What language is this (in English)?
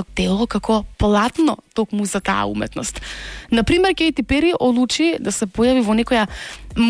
Macedonian